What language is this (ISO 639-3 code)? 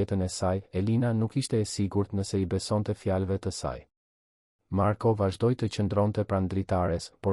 sqi